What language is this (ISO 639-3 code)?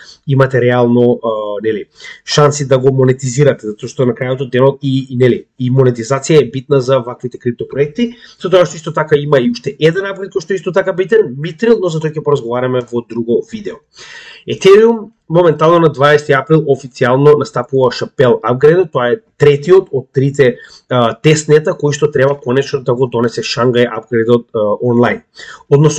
mkd